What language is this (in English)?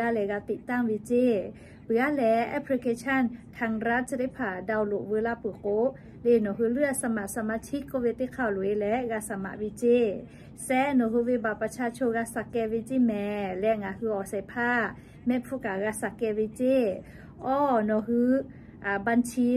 Lahu